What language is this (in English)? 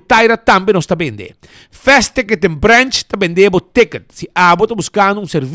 Papiamento